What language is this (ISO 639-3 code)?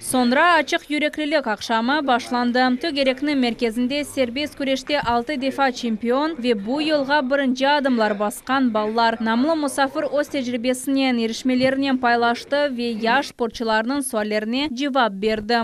crh